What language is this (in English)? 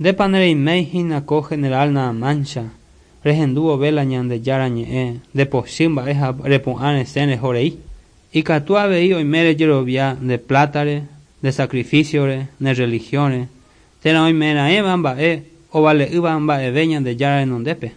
Guarani